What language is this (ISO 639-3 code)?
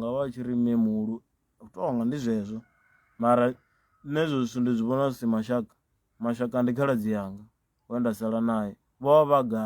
ven